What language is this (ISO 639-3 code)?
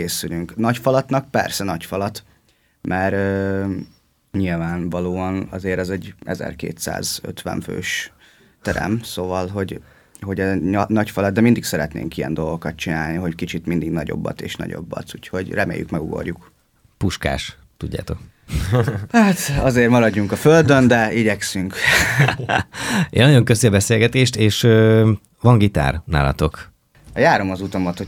hun